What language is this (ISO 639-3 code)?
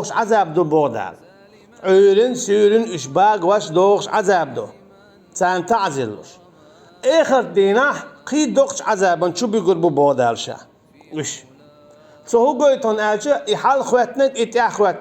che